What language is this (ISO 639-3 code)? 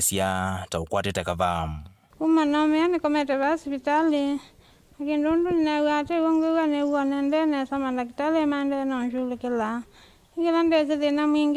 kam